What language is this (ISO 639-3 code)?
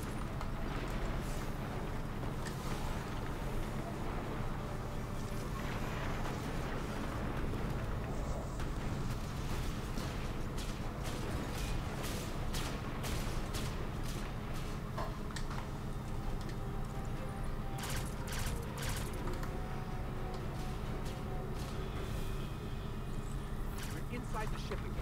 eng